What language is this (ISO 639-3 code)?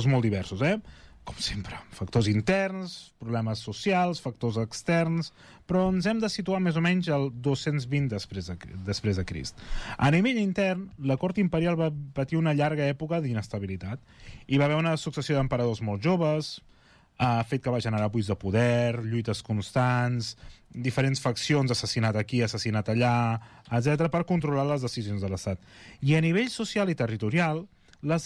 cat